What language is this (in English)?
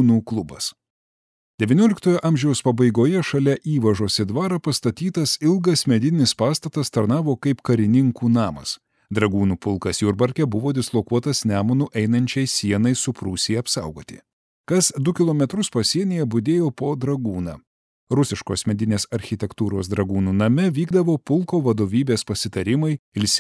Lithuanian